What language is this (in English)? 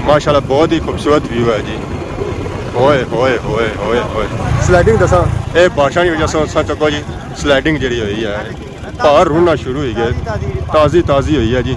Pahari-Potwari